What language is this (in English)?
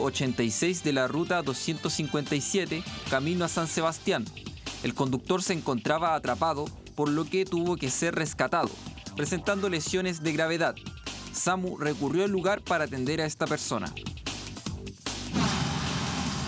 Spanish